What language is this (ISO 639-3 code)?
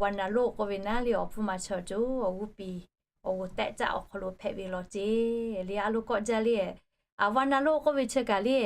lhu